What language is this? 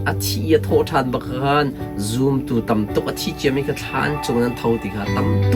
Hakha Chin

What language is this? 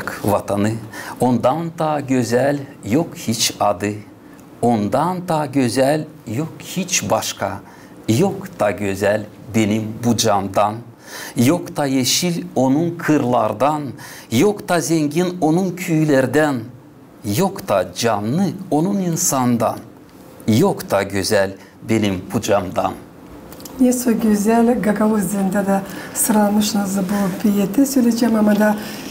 Gagauz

